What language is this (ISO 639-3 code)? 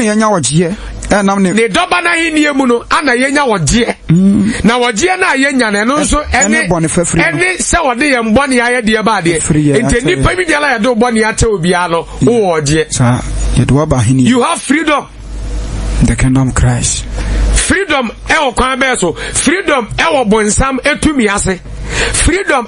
aka